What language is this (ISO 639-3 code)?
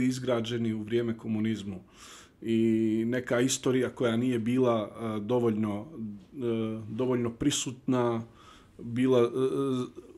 bos